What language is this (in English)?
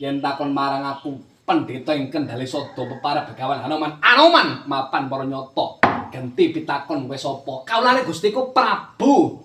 Javanese